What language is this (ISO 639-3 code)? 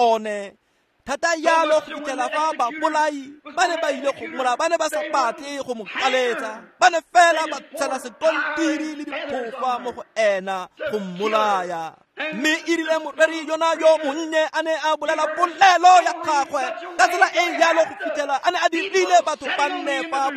tsn